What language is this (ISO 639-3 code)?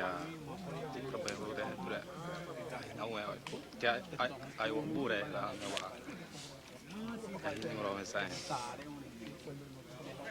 xav